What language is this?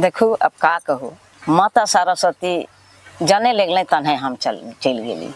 Sadri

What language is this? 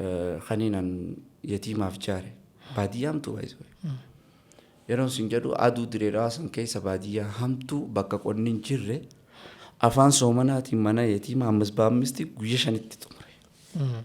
Oromo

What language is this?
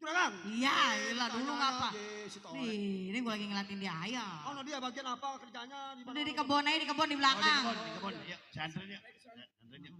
Betawi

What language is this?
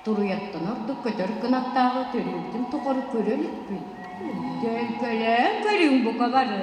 Yakut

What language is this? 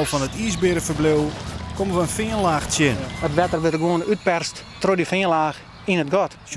Western Frisian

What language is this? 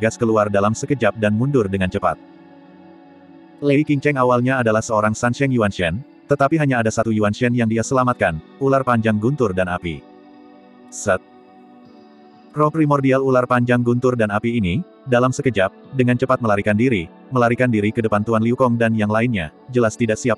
Indonesian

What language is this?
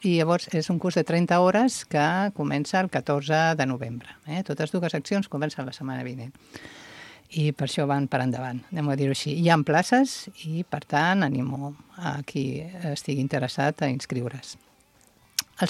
Catalan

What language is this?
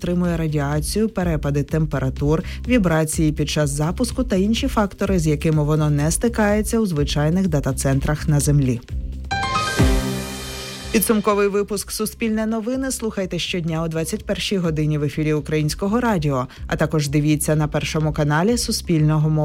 Ukrainian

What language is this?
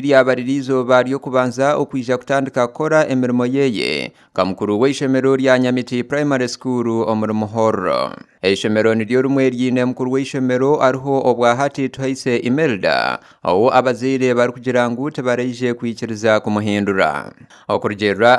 Nyankole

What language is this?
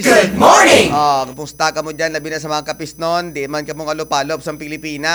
Hiligaynon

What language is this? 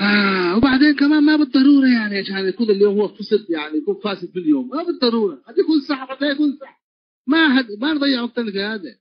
Tigre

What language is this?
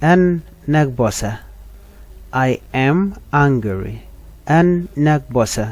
Nuer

